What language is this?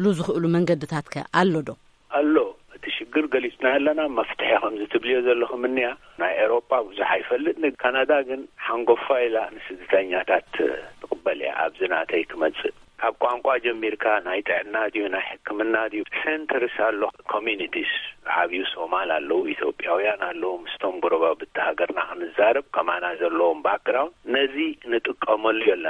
Tigrinya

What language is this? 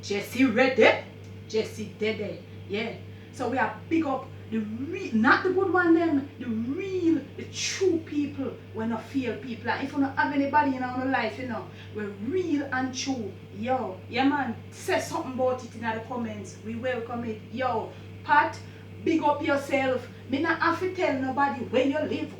Jamaican Creole English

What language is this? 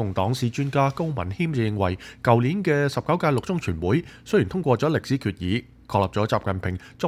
Cantonese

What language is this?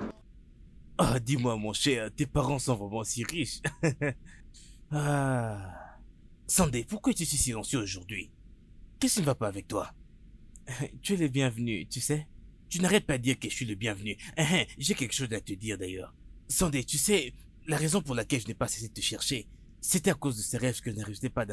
French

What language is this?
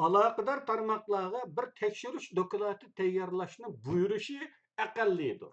Uyghur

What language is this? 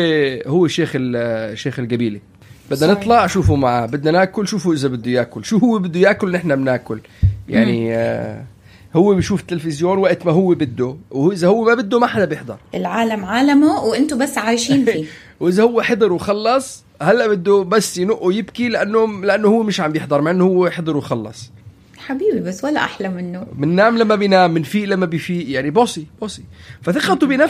North Levantine Arabic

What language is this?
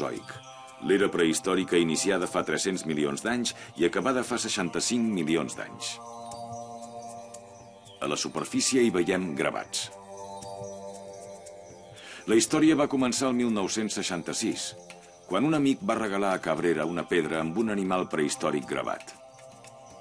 Catalan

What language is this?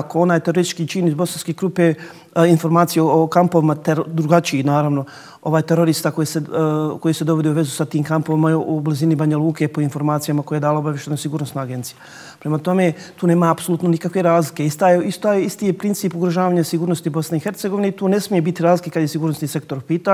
Bosnian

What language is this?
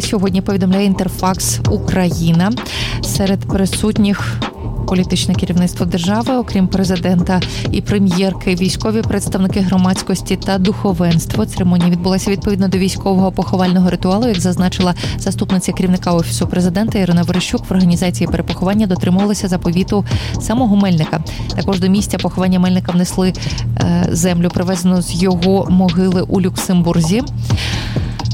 Ukrainian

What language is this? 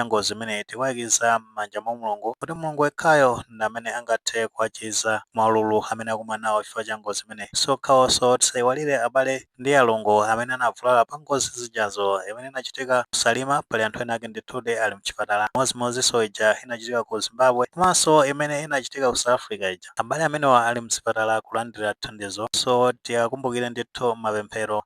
Nyanja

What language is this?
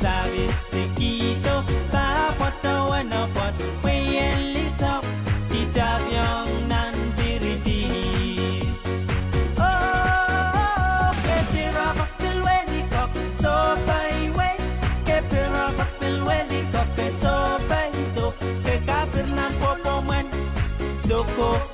Pohnpeian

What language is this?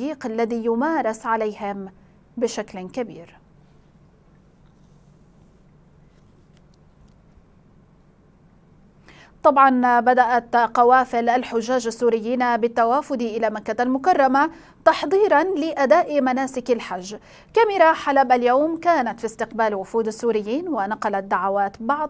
Arabic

